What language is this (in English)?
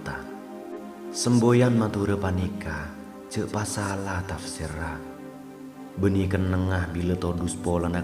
Madurese